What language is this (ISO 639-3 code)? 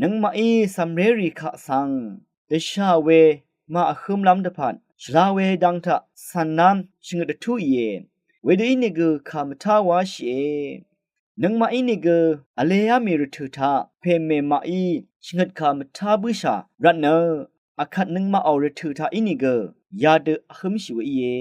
raw